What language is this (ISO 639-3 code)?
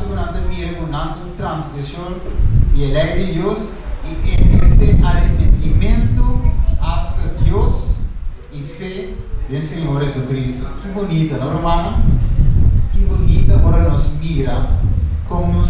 pap